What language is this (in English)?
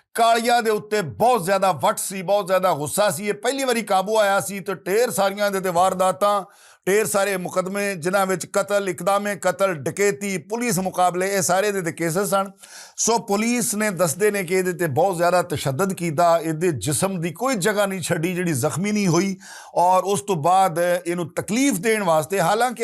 Western Panjabi